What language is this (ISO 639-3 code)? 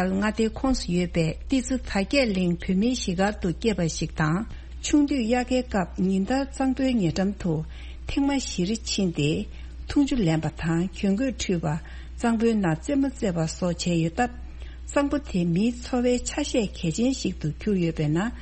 bod